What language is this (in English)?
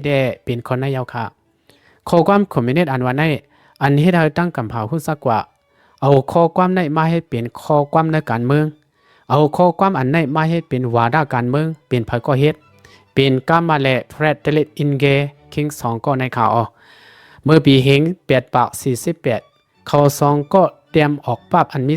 Shan